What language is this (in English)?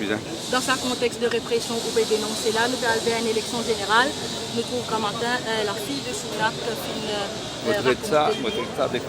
Morisyen